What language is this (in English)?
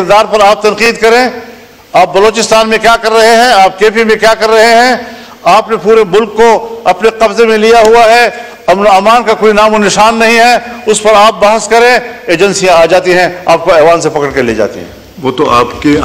Urdu